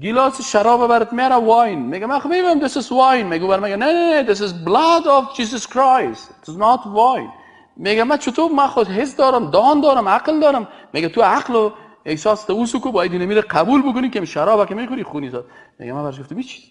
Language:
Persian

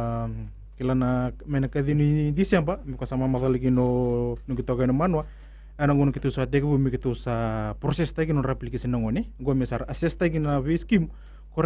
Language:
Fijian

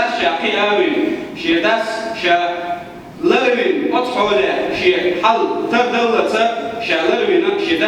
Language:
Chechen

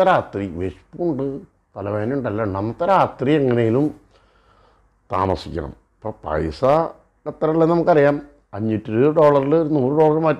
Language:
Malayalam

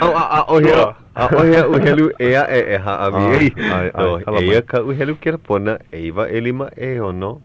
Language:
Hawaiian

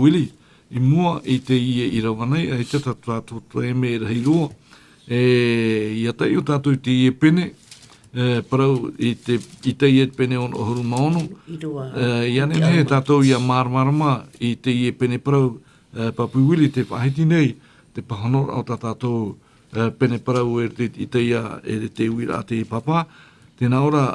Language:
Tahitian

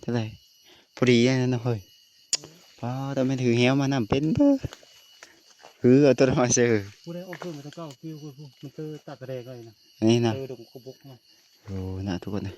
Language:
Lao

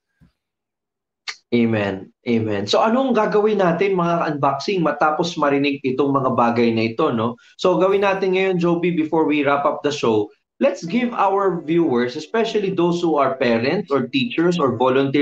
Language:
Filipino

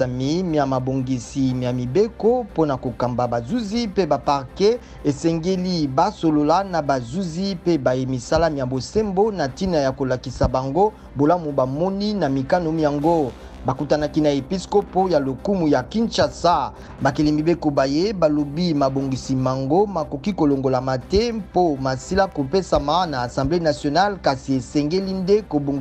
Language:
Lingala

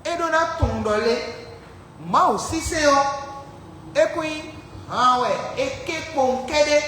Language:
Fon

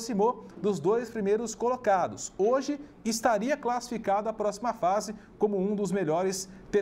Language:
Portuguese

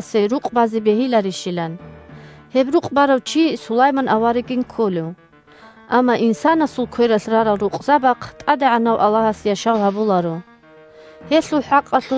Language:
Avaric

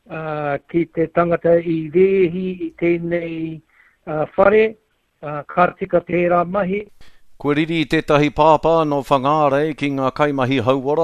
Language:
Māori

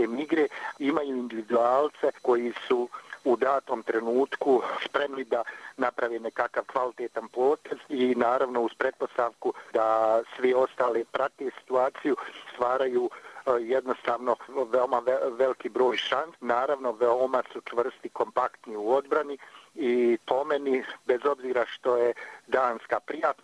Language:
Croatian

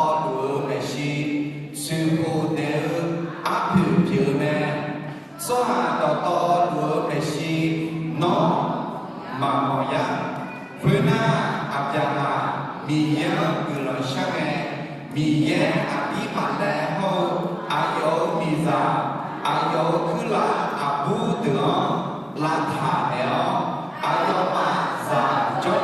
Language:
Akha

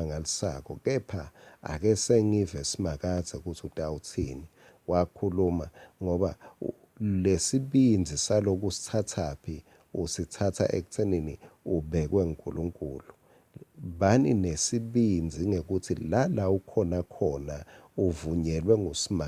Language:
Swati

